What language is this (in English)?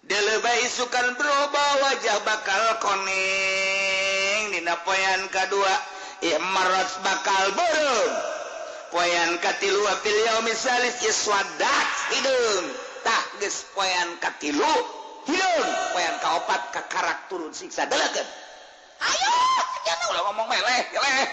Sundanese